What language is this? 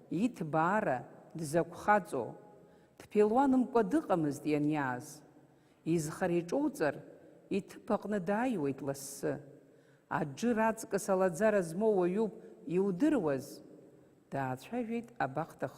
Abkhazian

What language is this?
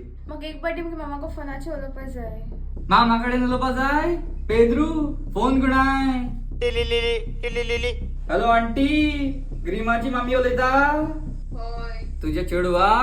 Konkani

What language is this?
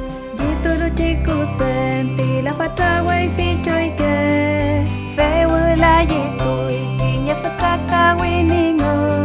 Mapuche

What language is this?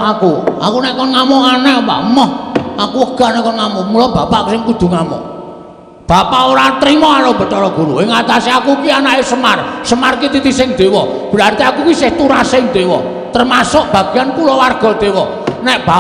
Javanese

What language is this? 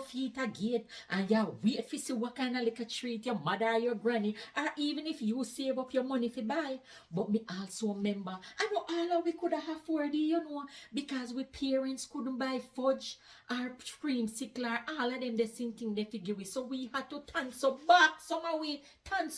Jamaican Creole English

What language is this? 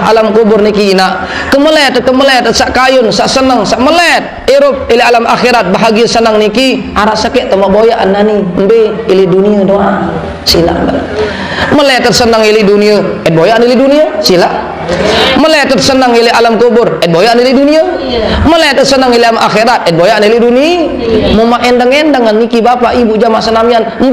Sasak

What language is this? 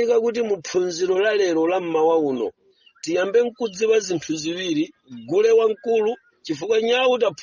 Nyanja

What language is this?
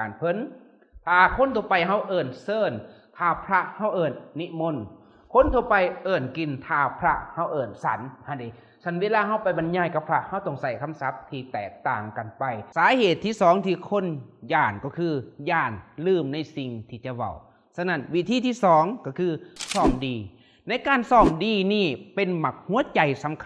Lao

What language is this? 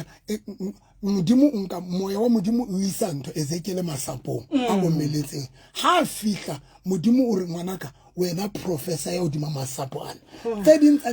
Southern Sotho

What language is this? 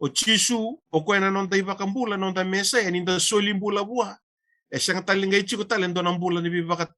Fijian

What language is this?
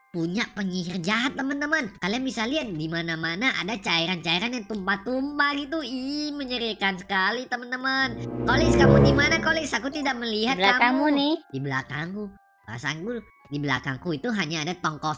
Indonesian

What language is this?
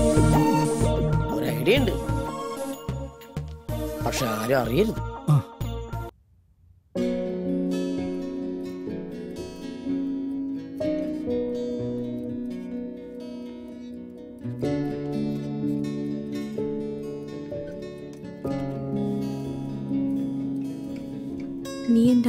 Malayalam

